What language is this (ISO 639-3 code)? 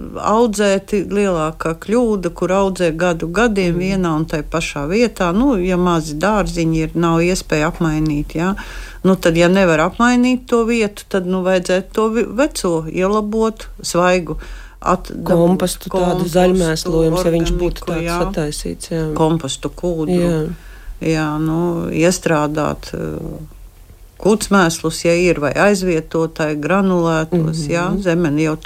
lav